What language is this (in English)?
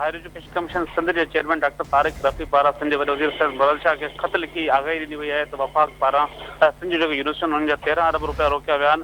Sindhi